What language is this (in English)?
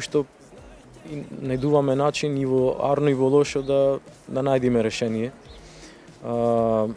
Macedonian